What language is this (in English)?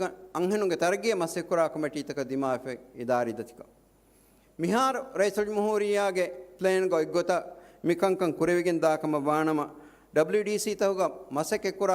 Divehi